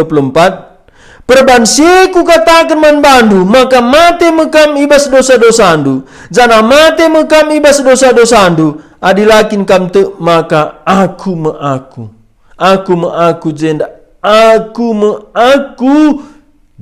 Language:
Batak Karo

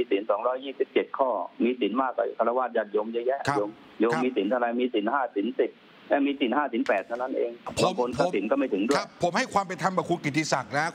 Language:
Thai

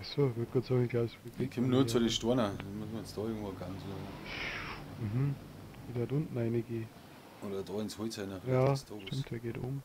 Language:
Bavarian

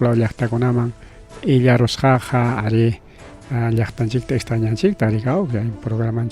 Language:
Ayacucho Quechua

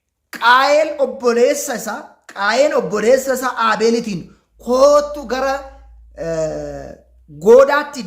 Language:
Oromo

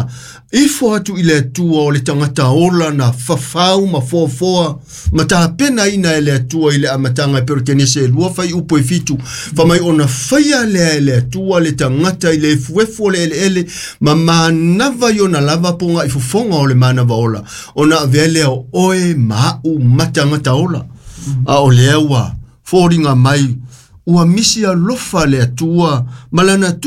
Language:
Samoan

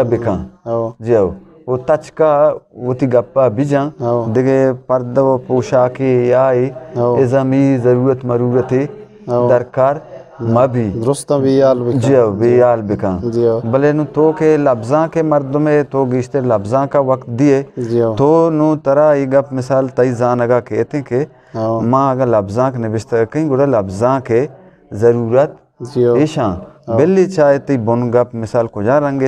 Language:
Eastern Balochi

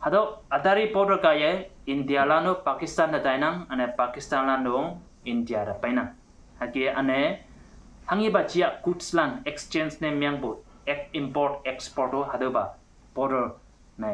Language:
Konyak Naga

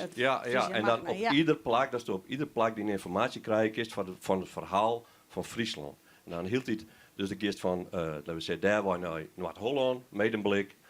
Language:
Western Frisian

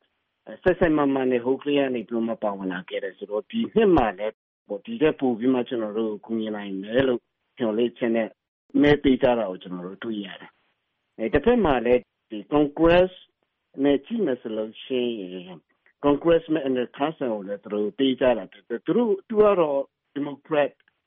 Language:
Burmese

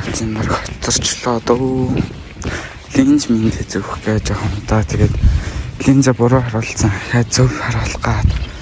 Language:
Mongolian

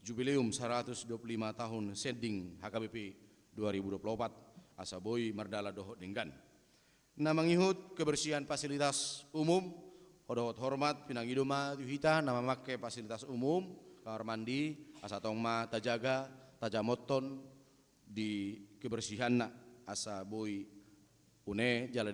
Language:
Batak Toba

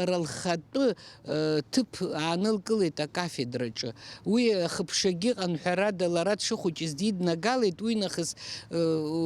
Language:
Abkhazian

